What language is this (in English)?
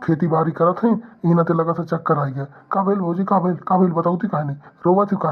Awadhi